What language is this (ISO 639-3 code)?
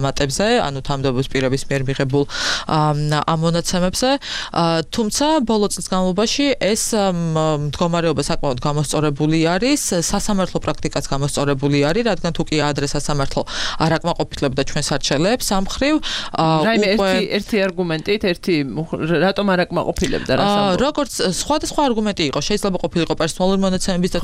kat